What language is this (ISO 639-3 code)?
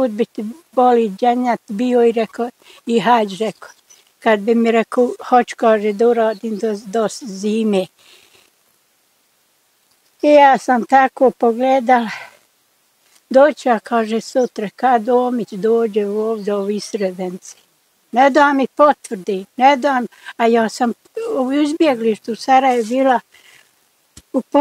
bos